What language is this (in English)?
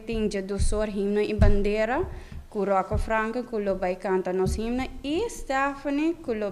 Papiamento